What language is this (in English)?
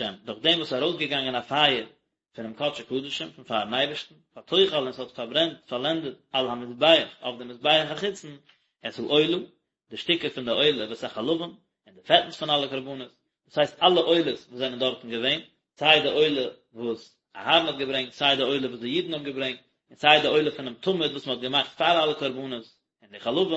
Yiddish